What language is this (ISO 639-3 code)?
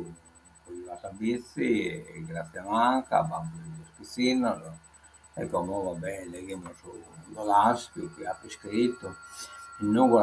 srd